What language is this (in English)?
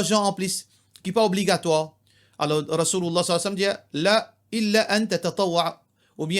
Morisyen